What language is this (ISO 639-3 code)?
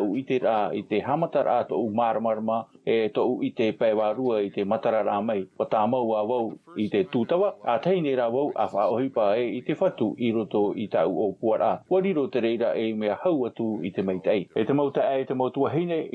tah